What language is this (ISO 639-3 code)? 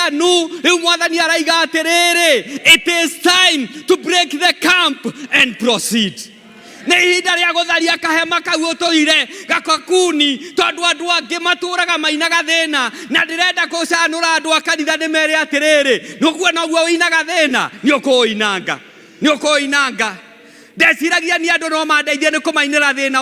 kik